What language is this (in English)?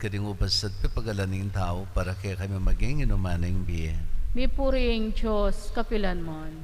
Pampanga